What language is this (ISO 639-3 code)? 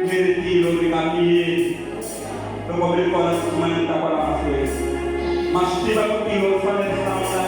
tso